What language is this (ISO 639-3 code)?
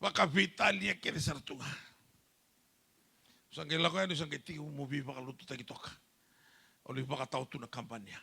fij